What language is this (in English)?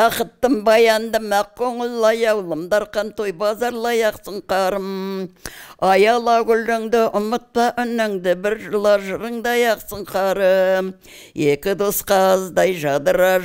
Kazakh